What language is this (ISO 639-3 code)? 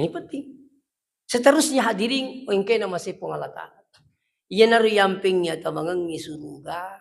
bug